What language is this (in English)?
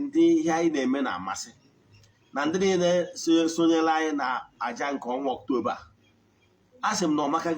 Igbo